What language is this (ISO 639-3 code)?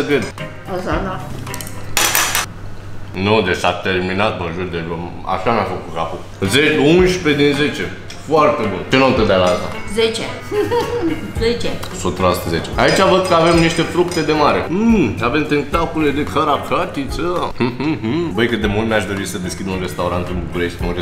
ron